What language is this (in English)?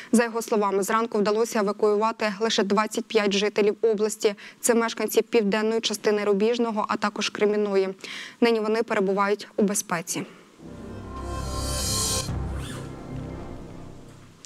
Ukrainian